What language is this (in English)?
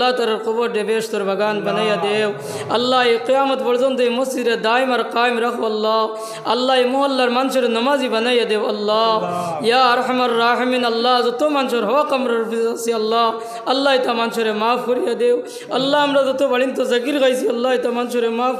Sylheti